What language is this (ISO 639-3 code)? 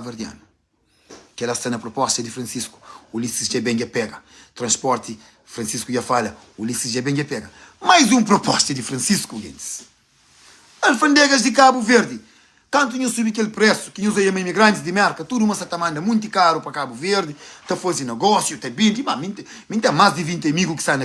kea